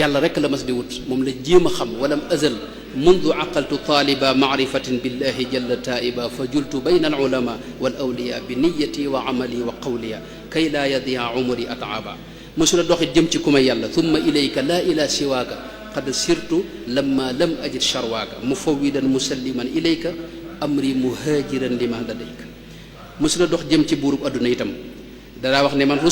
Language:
Wolof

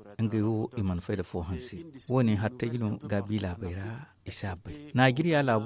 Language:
Zarma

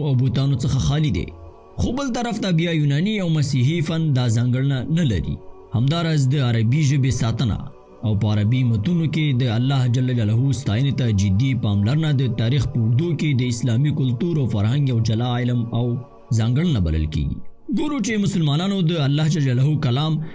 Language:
Pashto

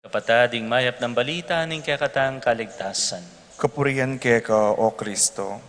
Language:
Pampanga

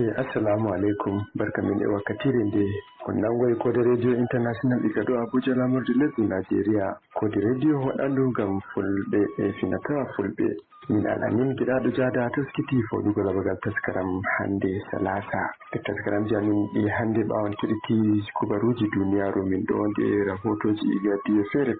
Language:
Nigerian Fulfulde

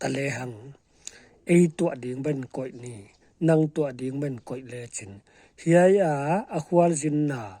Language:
Paite Chin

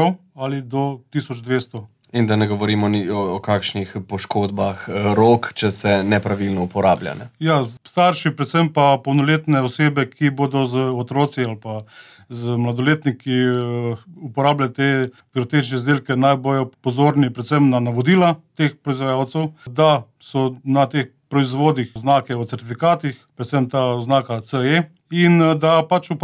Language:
Slovenian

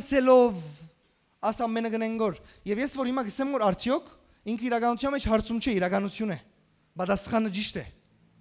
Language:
Western Armenian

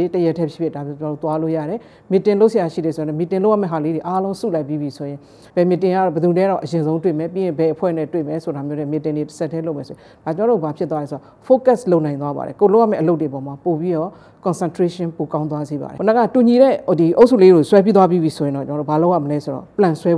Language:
Burmese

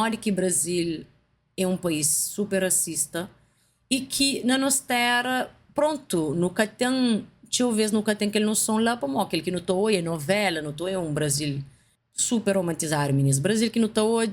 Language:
Kabuverdianu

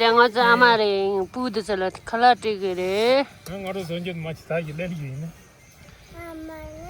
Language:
Tibetan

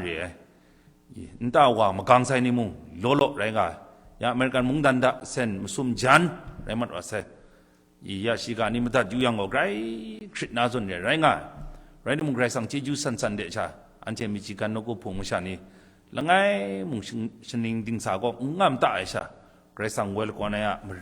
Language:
Kachin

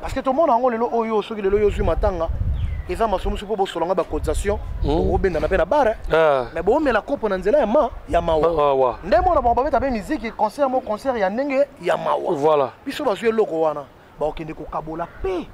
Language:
Lingala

